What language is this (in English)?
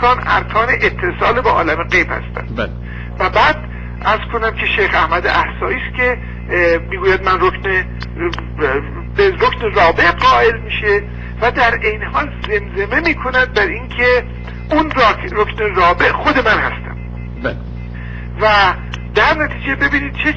Persian